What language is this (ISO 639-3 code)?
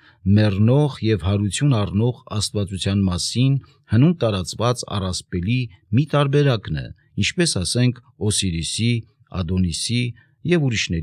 hye